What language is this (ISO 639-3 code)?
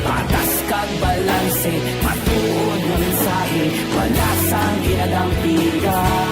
hil